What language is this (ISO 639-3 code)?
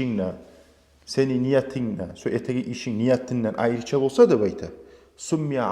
kum